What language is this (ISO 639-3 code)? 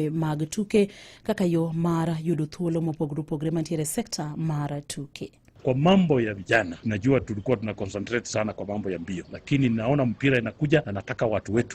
luo